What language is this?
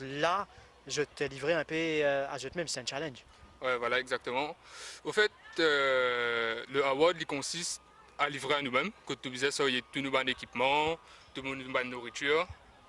Morisyen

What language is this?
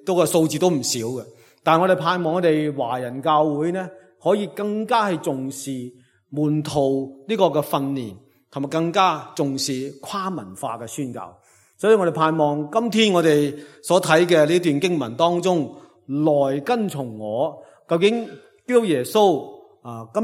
Cantonese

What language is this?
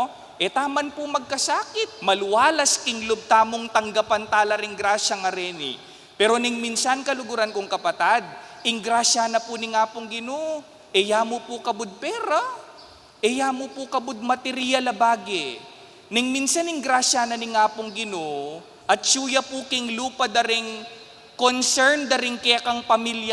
Pampanga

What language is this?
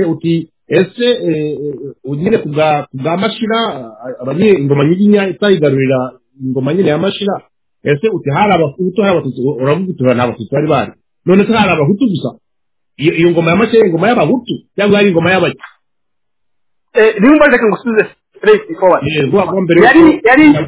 Kinyarwanda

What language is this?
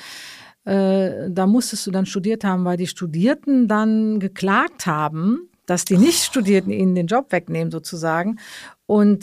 German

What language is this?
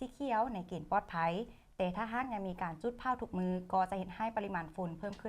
Lao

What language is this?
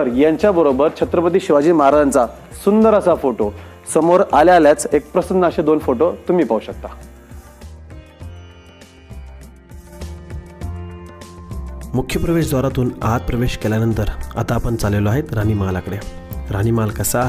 Marathi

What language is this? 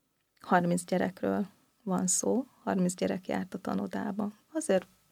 Hungarian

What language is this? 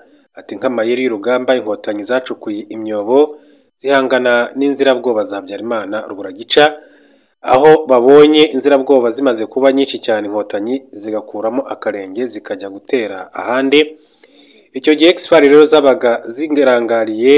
Kinyarwanda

